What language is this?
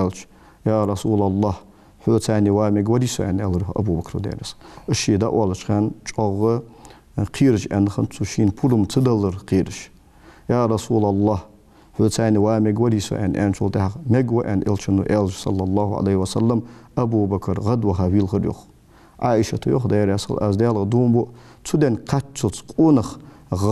Ingush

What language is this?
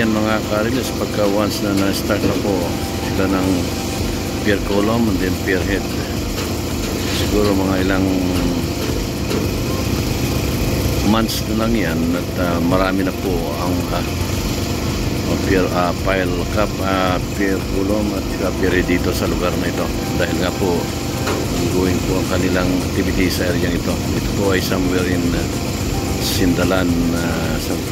Filipino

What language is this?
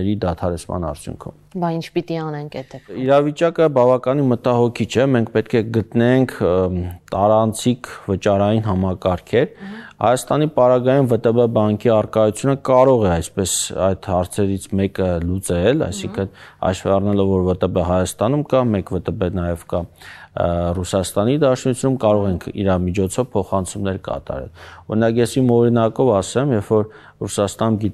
Armenian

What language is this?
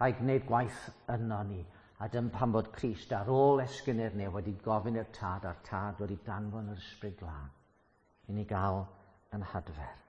Welsh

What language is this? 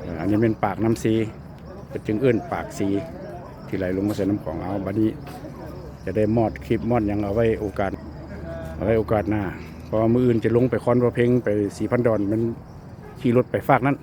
Lao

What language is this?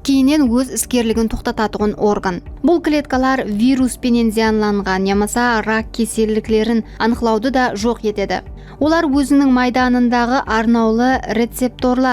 Kara-Kalpak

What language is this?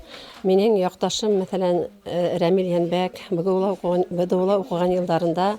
Bashkir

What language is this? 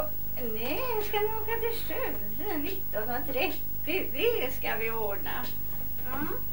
Swedish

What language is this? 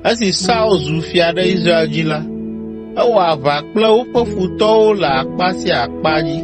Ewe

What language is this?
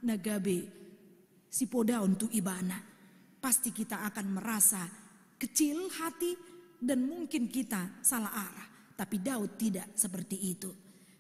Batak Toba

